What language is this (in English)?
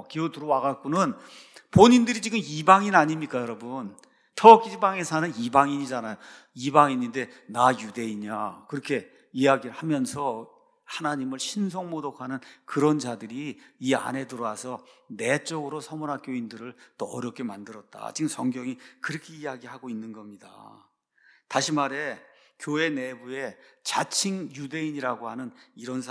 Korean